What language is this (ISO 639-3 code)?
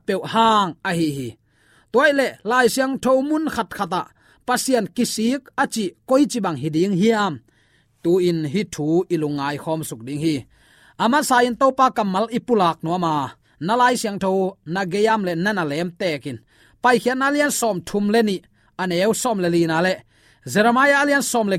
ctd